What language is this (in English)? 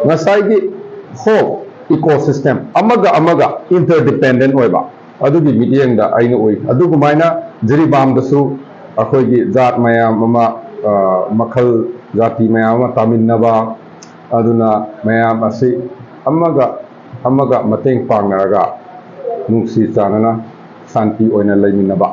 Manipuri